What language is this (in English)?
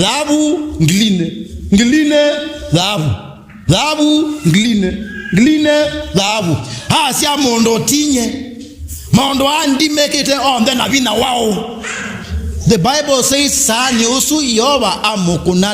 Kamba